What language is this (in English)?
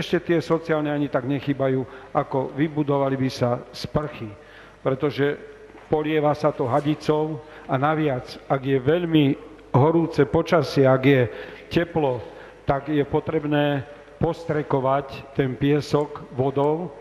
Slovak